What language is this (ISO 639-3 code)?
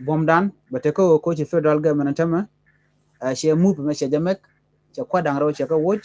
nus